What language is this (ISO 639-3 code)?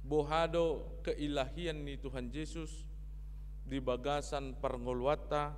bbc